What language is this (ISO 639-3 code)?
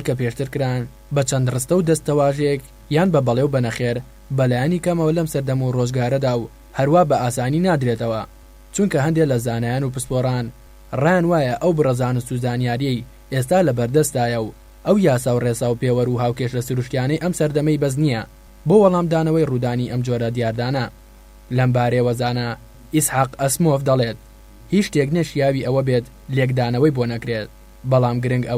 ckb